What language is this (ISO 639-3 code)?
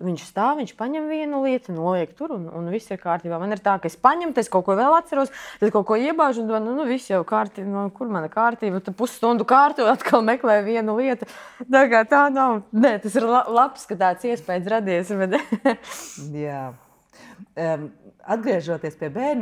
lav